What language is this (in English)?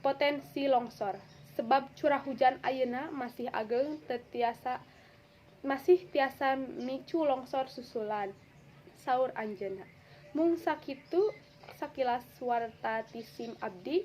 Sundanese